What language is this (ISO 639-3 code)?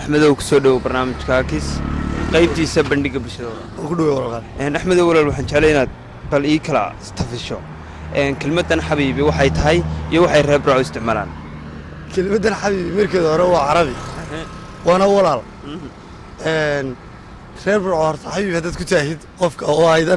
som